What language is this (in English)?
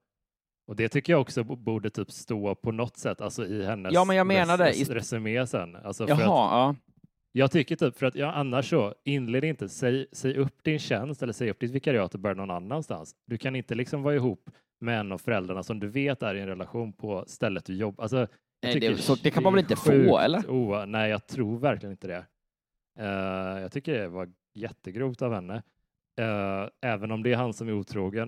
Swedish